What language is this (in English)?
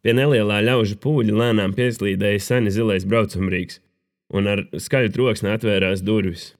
Latvian